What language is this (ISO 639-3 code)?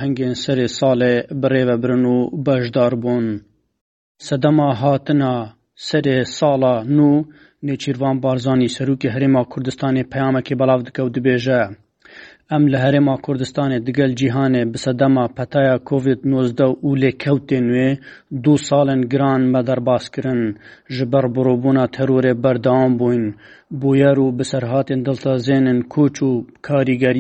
kur